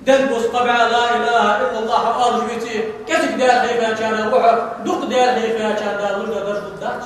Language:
Ingush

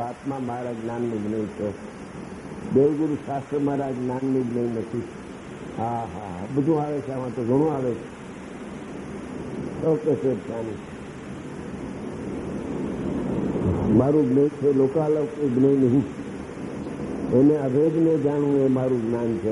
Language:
Gujarati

